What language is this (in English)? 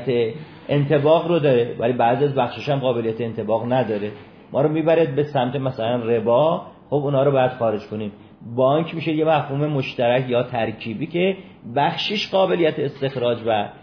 Persian